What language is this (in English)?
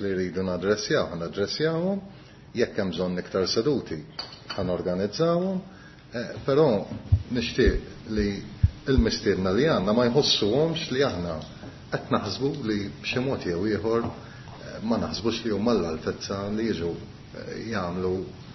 Maltese